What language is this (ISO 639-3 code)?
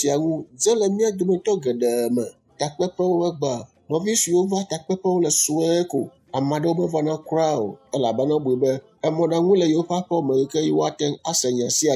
ewe